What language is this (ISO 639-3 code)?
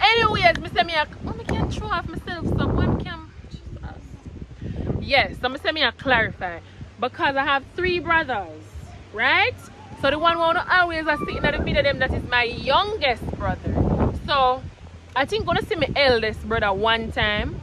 jam